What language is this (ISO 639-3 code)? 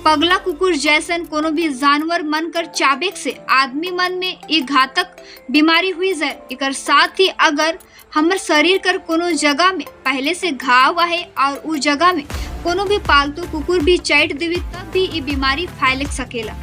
sck